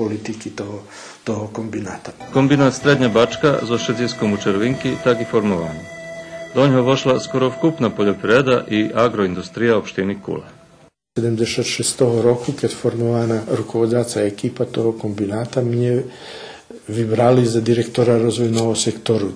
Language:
Rusyn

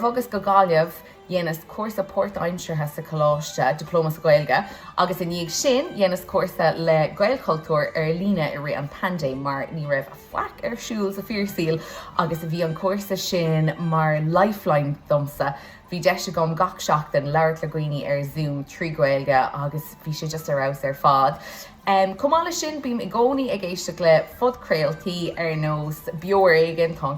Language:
Irish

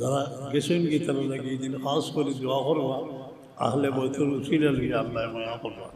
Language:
Sylheti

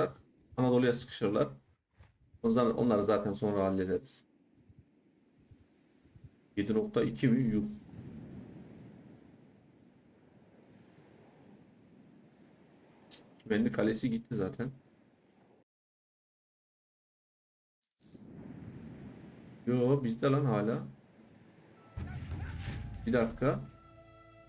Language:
Turkish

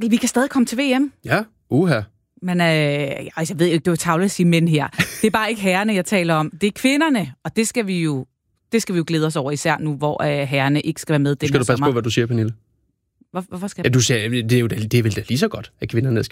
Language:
Danish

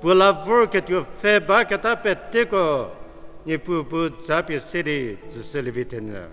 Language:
Angami Naga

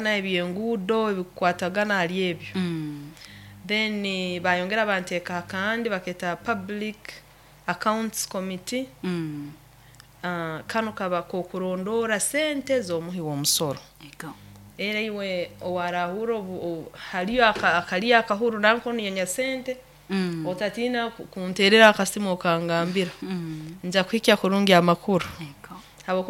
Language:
Nyoro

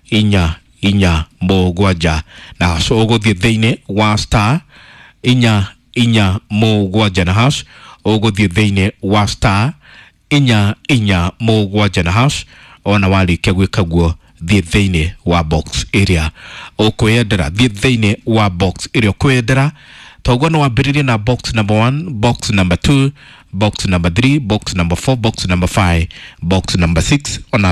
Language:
Kikuyu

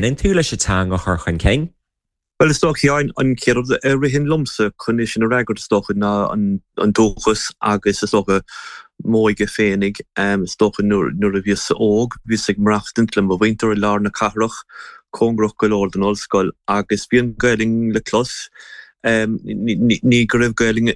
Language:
Irish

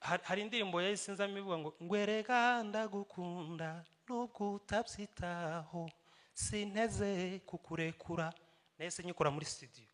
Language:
Kinyarwanda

